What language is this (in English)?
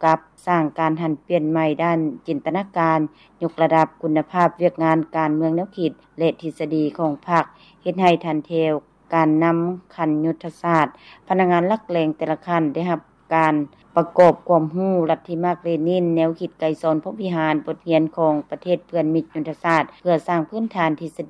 Lao